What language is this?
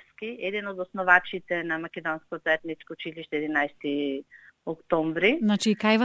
Macedonian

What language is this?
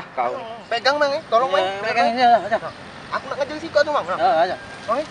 Musi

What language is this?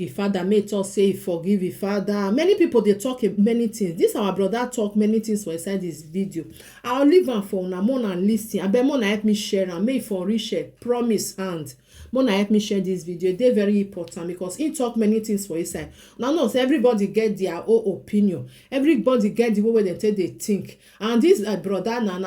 Nigerian Pidgin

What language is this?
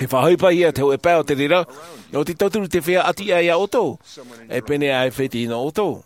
Tahitian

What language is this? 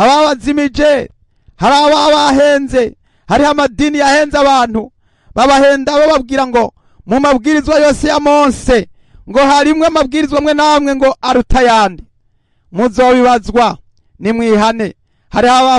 Rundi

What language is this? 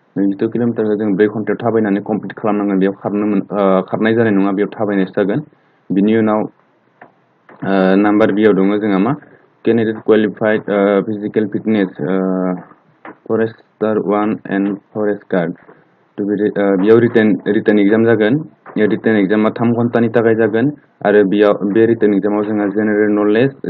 Bodo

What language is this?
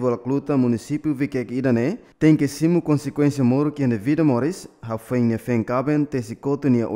Tetum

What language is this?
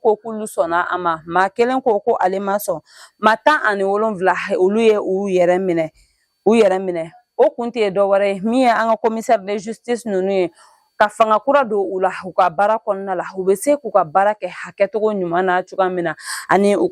Bambara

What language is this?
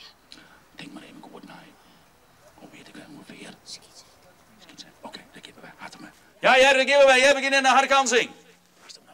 Western Frisian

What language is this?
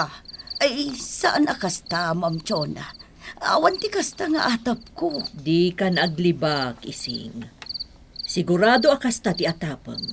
Iloko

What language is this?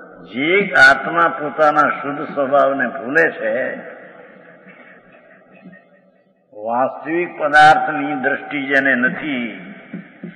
Gujarati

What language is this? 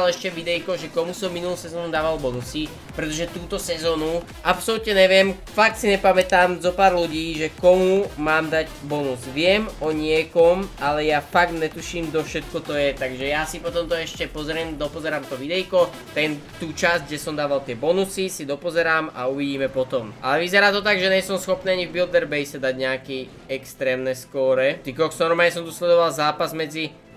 Slovak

